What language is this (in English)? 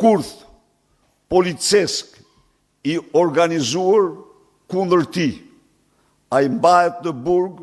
Albanian